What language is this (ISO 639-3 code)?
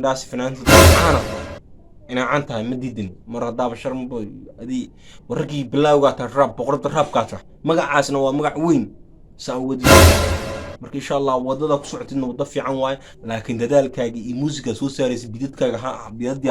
som